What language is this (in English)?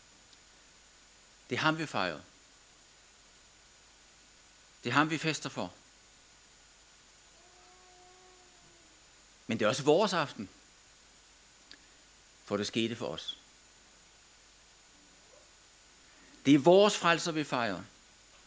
Danish